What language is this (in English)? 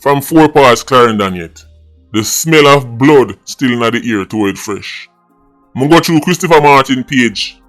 Jamaican Creole English